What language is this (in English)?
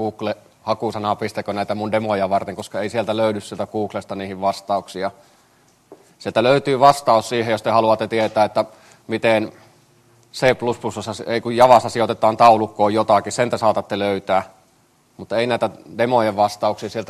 Finnish